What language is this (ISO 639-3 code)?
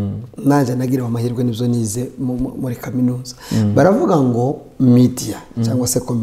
kin